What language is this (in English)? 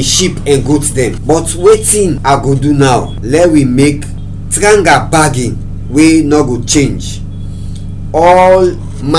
Krio